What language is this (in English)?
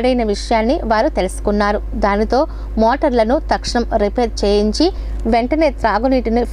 Telugu